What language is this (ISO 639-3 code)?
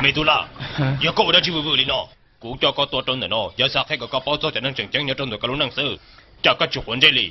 hmn